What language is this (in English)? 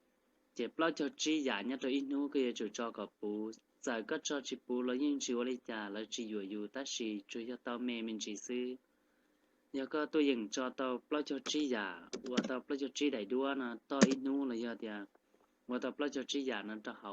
Hmong